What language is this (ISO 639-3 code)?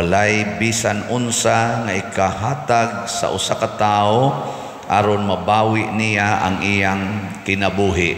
ceb